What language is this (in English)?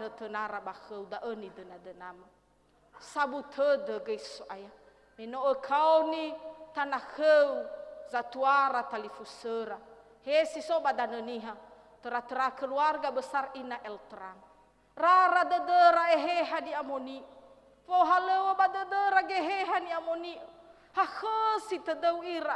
Nias